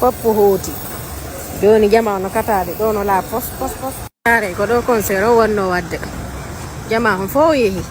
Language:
Fula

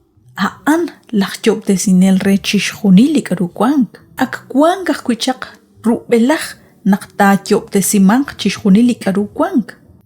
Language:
Kekchí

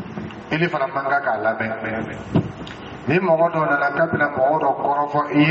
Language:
Dyula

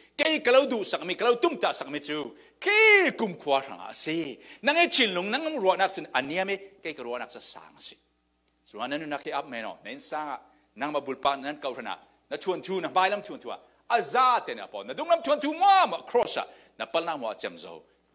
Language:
Falam Chin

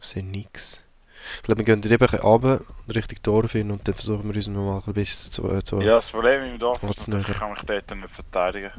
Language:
Swiss German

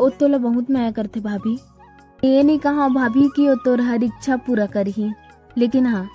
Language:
Chhattisgarhi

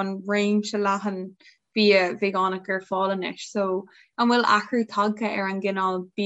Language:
Irish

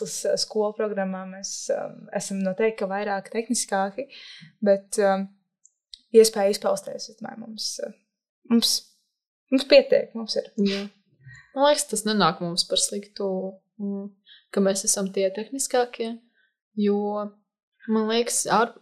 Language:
Latvian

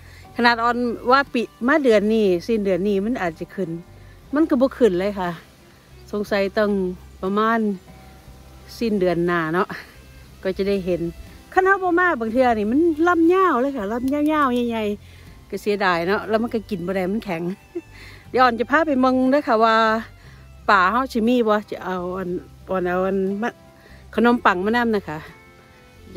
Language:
Northeastern Thai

